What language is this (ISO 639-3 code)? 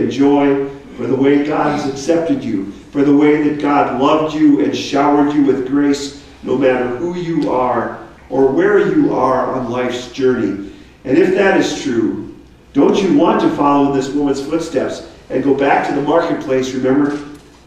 eng